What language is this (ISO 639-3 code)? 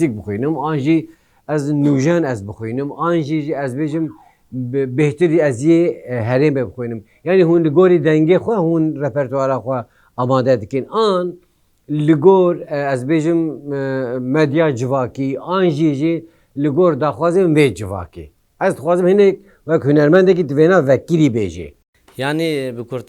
kur